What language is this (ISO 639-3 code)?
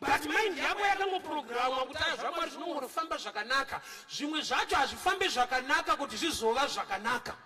sna